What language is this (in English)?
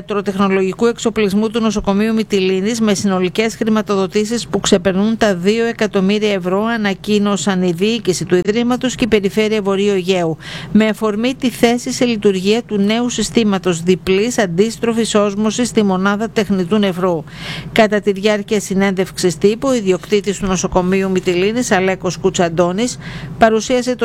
Greek